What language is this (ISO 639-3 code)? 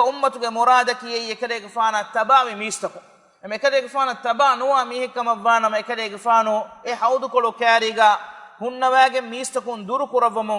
div